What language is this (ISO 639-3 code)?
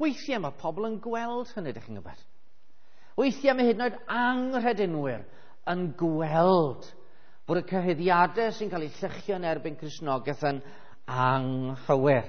cym